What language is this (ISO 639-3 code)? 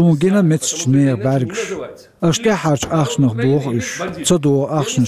che